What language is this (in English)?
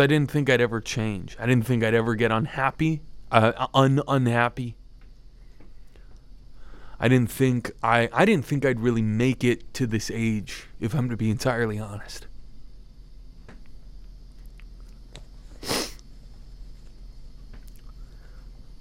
English